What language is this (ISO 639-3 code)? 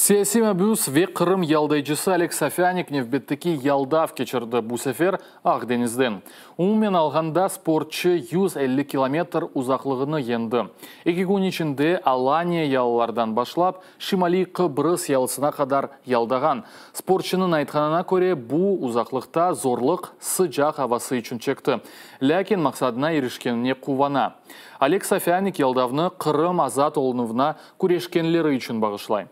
crh